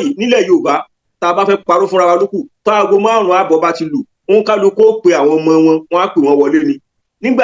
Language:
Yoruba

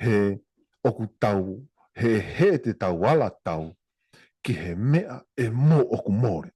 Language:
Tongan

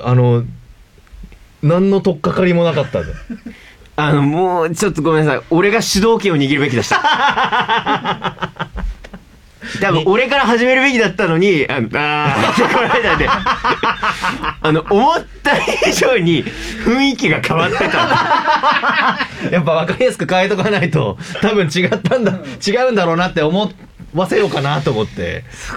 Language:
Japanese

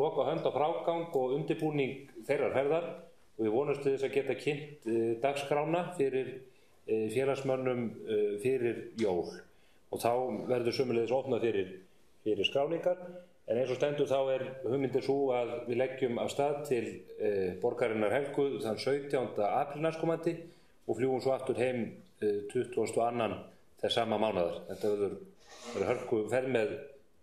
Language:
Icelandic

